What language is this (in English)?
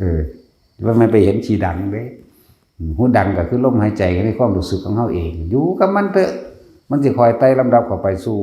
Northeastern Thai